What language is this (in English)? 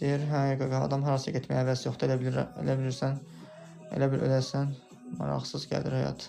Azerbaijani